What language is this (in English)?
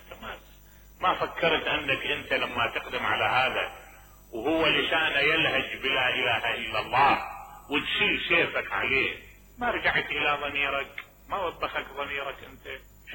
Mesopotamian Arabic